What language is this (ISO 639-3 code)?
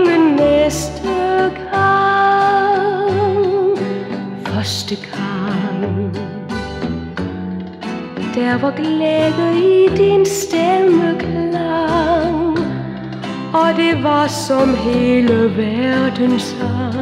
dan